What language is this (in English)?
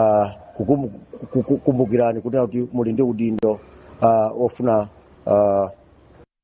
Nyanja